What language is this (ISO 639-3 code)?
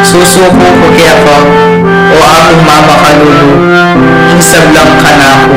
pam